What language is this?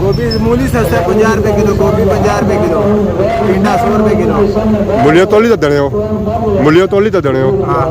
Pahari-Potwari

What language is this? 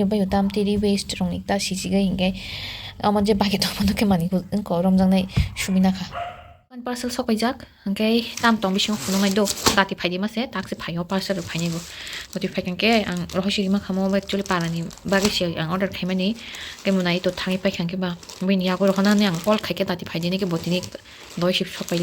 Kok Borok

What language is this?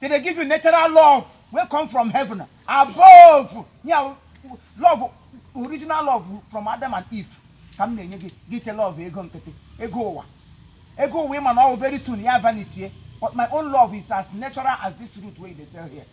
Igbo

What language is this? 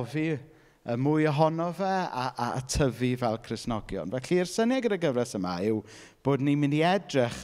Welsh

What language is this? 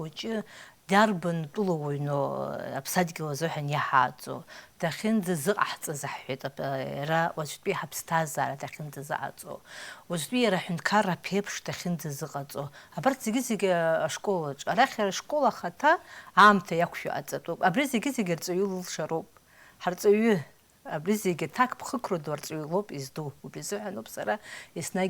Abkhazian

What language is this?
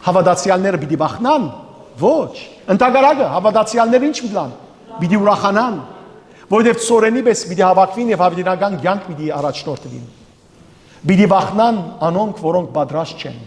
Western Armenian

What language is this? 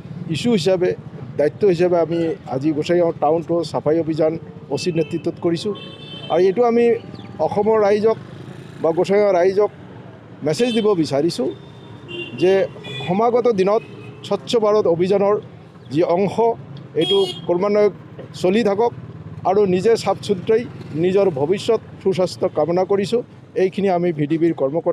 Assamese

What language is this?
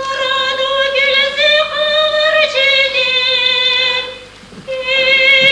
Chuvash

